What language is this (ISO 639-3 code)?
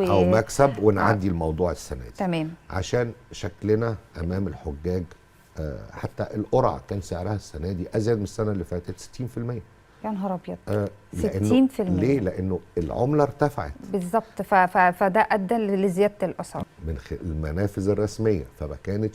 arz